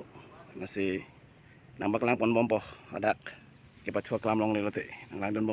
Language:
Karbi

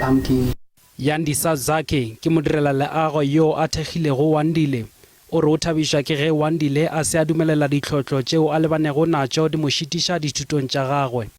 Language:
Northern Sotho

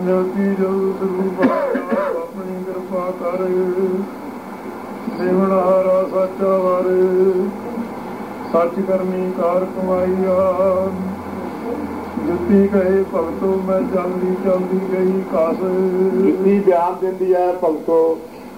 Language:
Punjabi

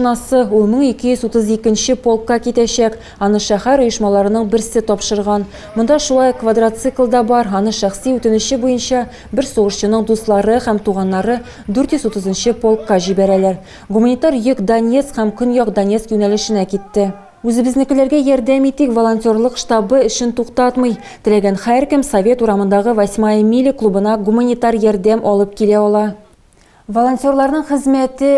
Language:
Tatar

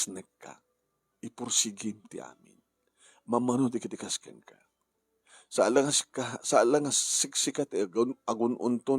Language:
Iloko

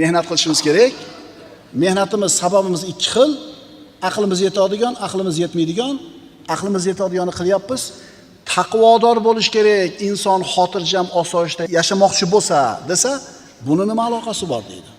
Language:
Uzbek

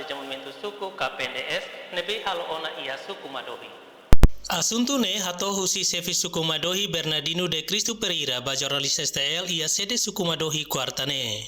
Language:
Tetum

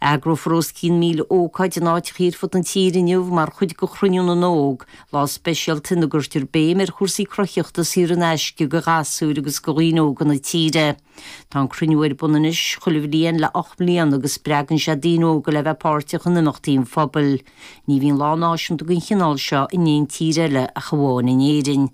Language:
Irish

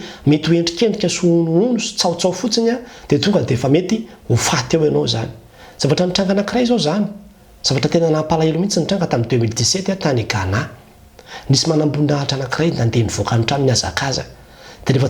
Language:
Malagasy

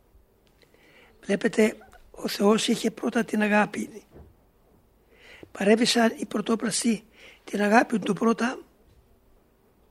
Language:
Greek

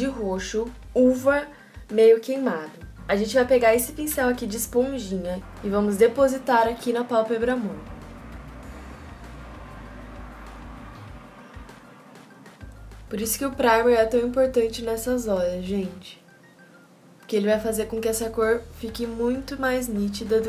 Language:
Portuguese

